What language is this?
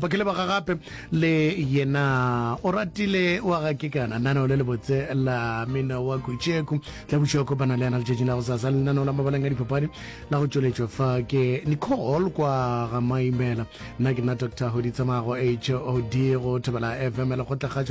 Northern Sotho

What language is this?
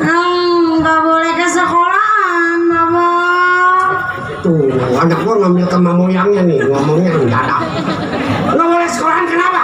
Betawi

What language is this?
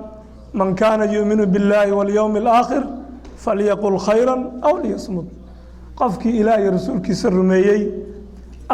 Somali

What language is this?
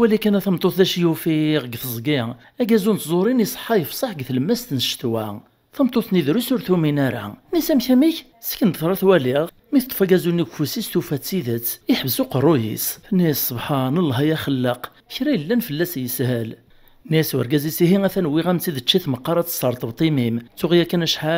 Kabyle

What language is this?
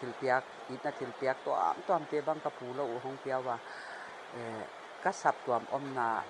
Paite Chin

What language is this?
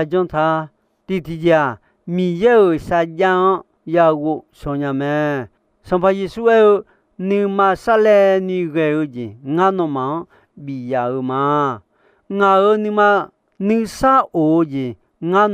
Akha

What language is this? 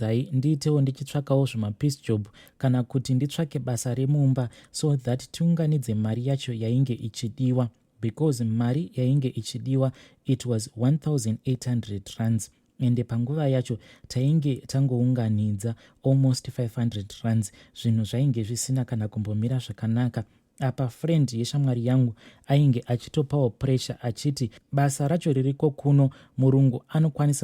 Shona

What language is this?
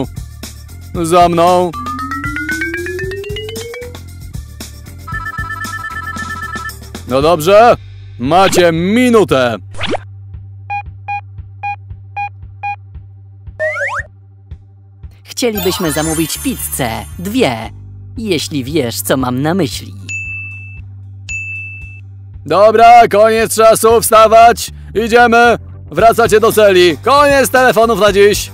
Polish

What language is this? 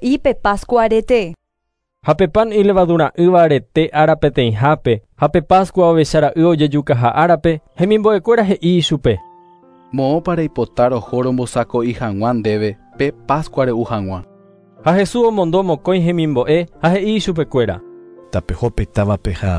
Guarani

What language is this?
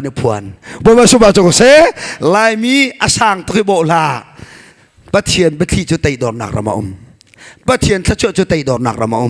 Hakha Chin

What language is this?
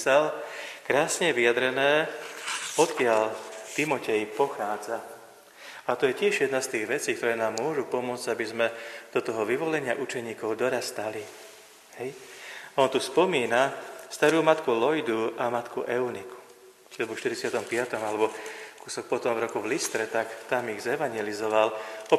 Slovak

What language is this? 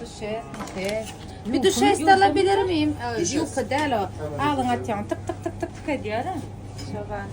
Turkmen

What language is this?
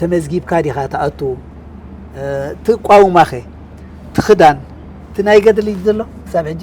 Tigrinya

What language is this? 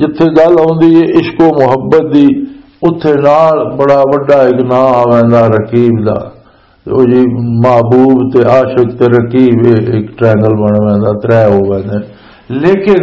Western Panjabi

